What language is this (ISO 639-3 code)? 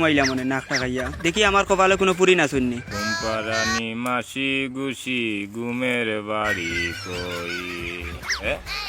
syl